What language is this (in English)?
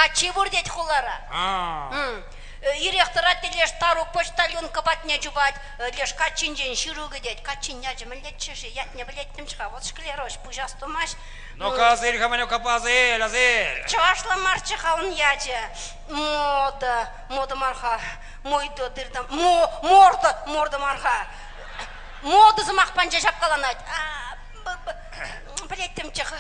Chuvash